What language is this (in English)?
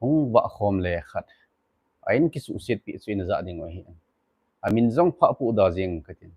Thado Chin